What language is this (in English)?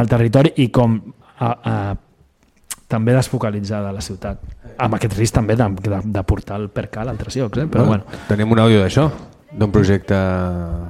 Catalan